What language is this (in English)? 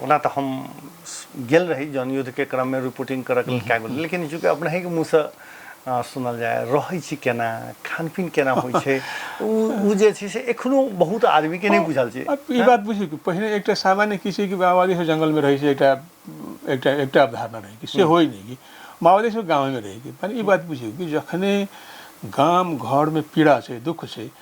Maithili